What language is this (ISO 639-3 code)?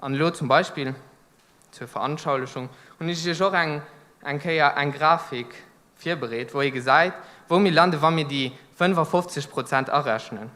ltz